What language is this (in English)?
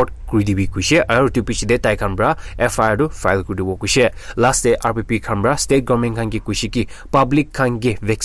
Naga Pidgin